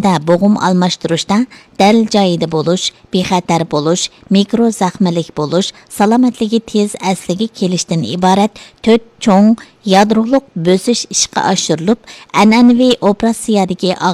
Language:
Uyghur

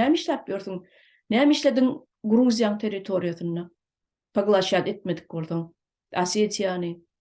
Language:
Turkmen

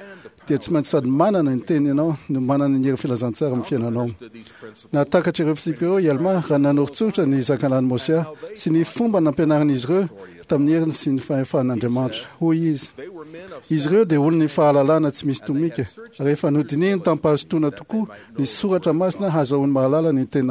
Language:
Malagasy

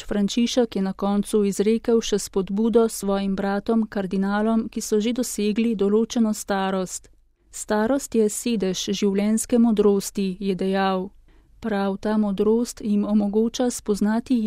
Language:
Slovenian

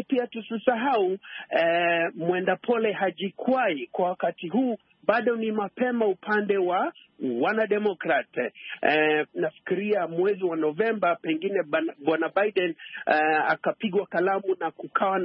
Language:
Swahili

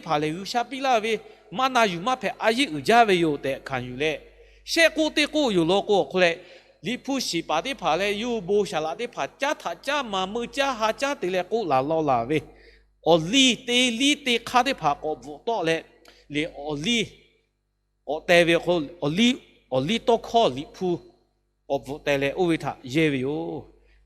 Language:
Lahu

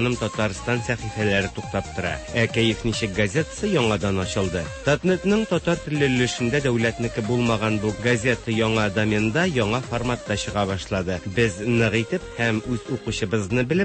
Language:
Tatar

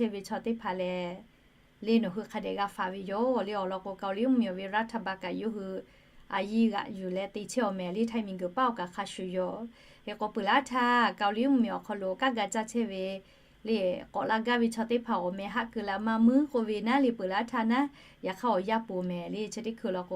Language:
Lahu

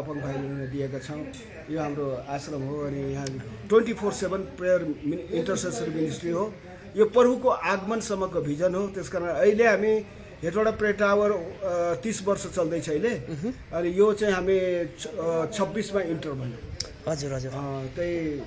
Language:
Nepali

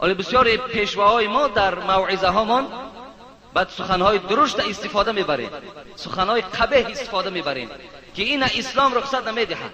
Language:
Tajik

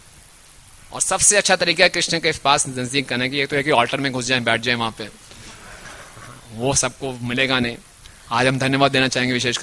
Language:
Hindi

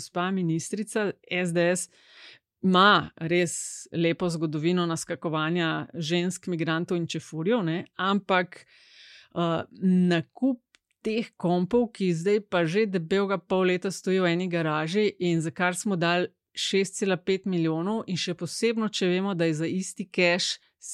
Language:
Slovenian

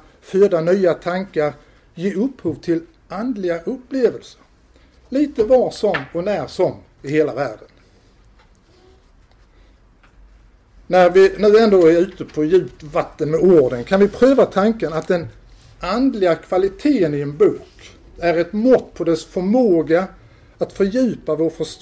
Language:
Swedish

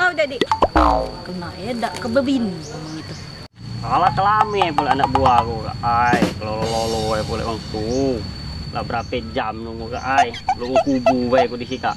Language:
Musi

